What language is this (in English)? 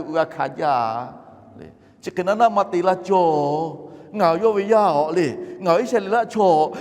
Lahu